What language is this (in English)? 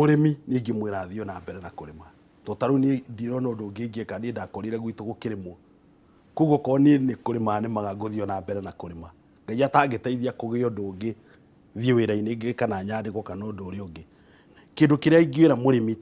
Kikuyu